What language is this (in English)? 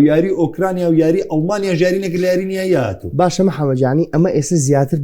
Central Kurdish